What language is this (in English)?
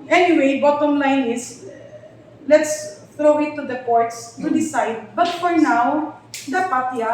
Hiligaynon